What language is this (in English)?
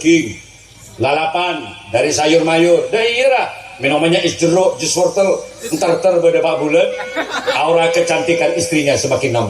Madurese